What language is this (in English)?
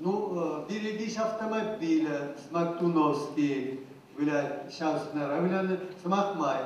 Chuvash